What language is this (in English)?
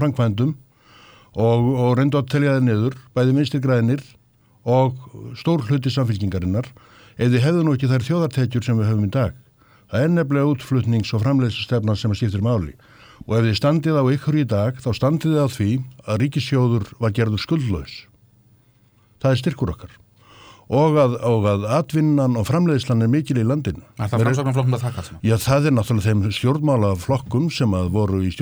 Icelandic